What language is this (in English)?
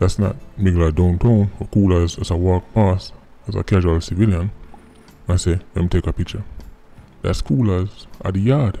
Jamaican Creole English